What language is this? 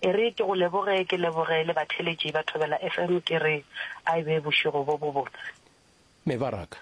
Northern Sotho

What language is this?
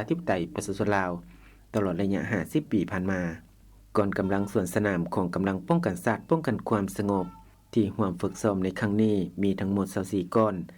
Lao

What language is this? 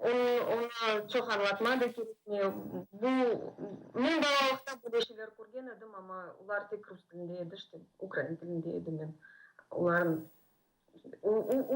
Crimean Tatar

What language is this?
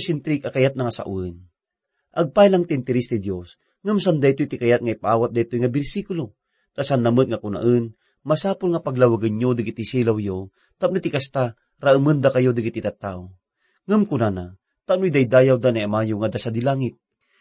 Iloko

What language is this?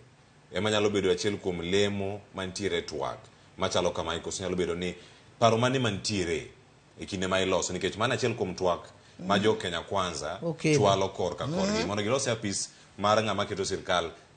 Luo (Kenya and Tanzania)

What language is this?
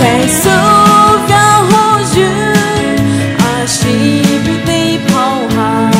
Poumei Naga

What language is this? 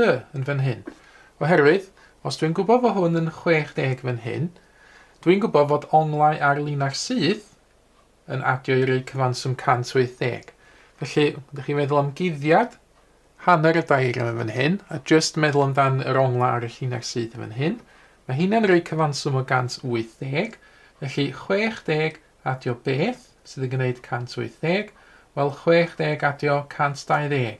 Welsh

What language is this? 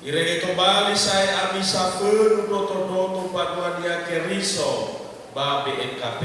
Nias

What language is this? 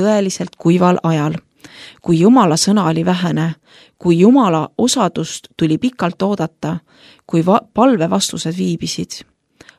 Estonian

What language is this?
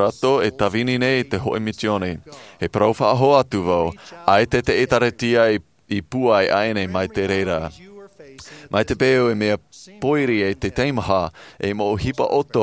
Tahitian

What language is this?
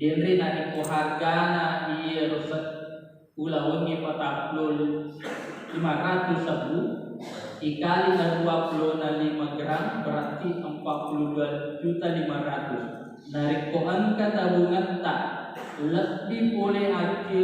Buginese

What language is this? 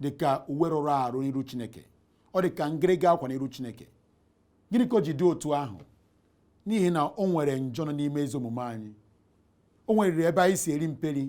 Igbo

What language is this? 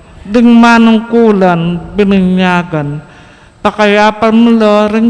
Pampanga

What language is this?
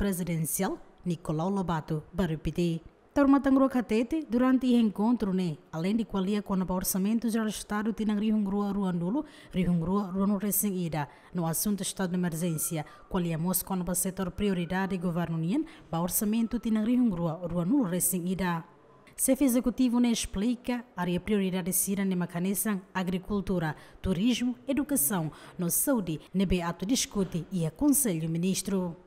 Tetum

